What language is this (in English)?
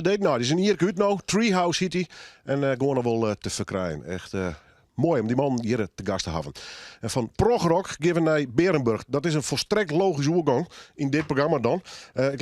Western Frisian